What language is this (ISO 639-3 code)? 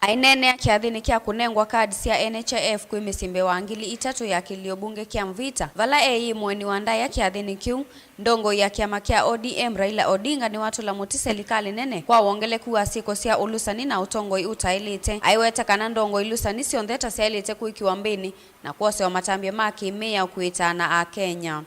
kam